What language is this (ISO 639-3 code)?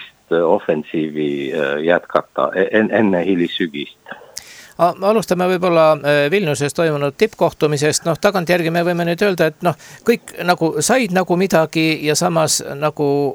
est